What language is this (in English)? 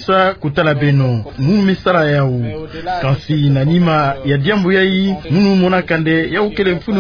Kituba (Democratic Republic of Congo)